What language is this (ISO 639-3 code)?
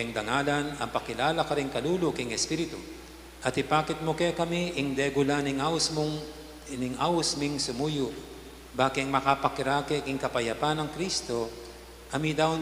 pam